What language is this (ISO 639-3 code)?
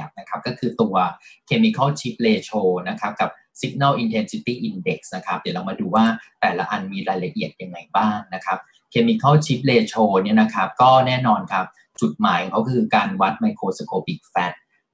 tha